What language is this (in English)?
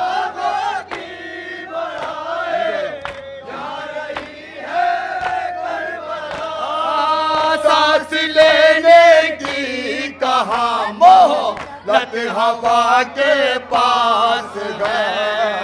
Urdu